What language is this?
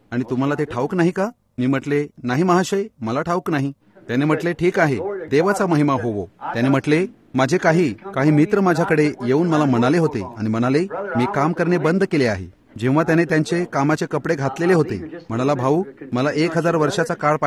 Marathi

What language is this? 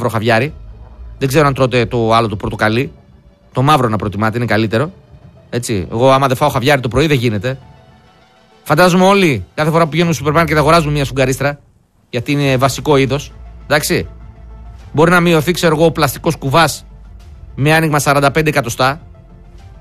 Greek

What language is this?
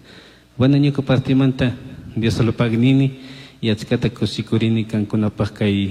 Chimborazo Highland Quichua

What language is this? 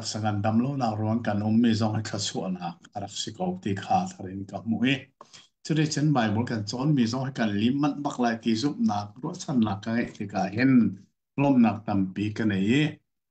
Hakha Chin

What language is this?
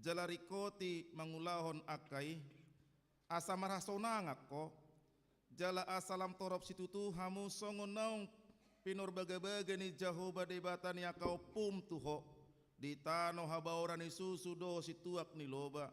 Batak Toba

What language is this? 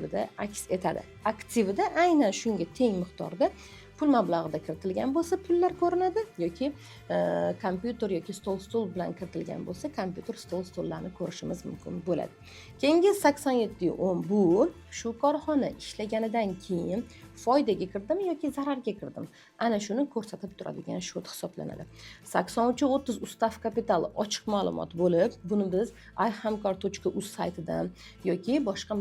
Uzbek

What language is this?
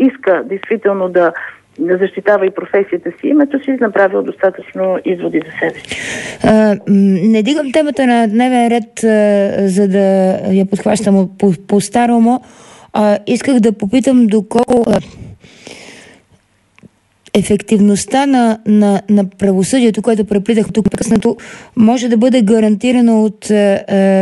Bulgarian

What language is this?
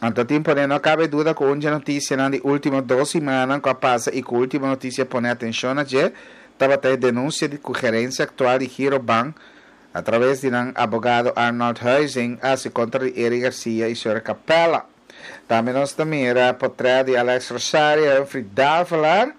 Papiamento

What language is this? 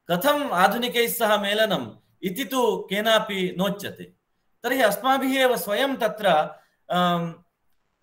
Sanskrit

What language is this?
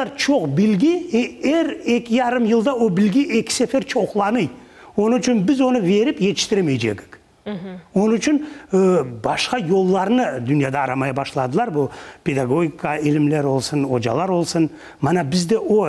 Crimean Tatar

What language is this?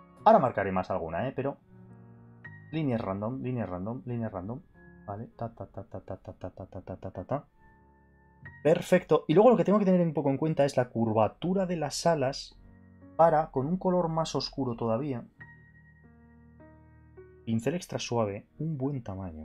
Spanish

